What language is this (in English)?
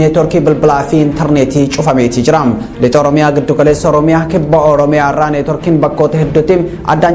Oromo